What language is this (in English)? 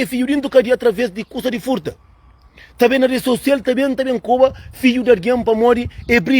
Kabuverdianu